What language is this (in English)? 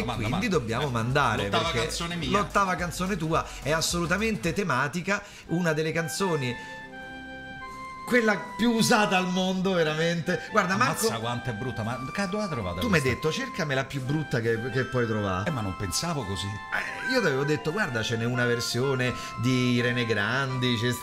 Italian